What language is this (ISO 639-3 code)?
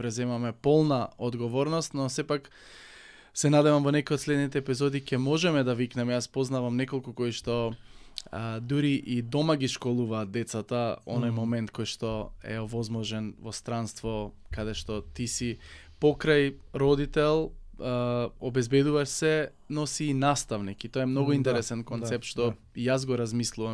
mkd